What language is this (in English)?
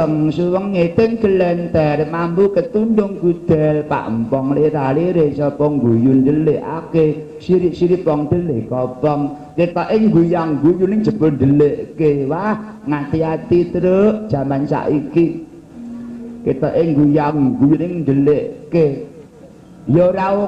Javanese